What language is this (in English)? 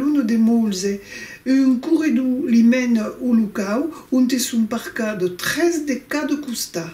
Occitan